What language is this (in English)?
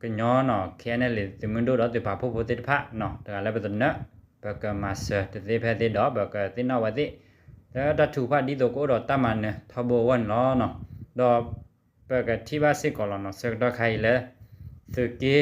S'gaw Karen